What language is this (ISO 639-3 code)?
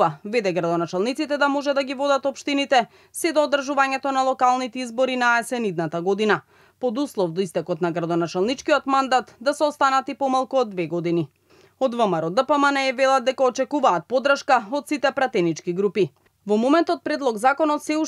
mkd